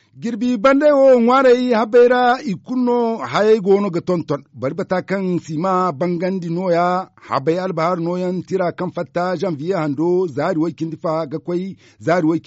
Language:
Zarma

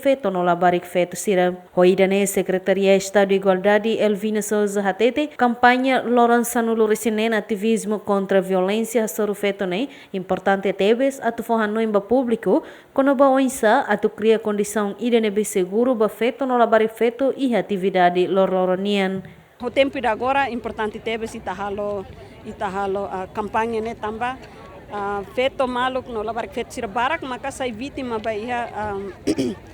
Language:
Tetum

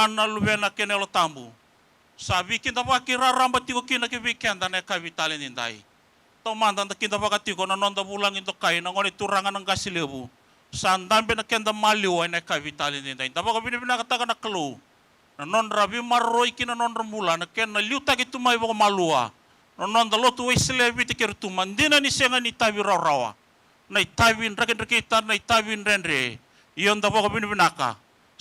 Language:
Fijian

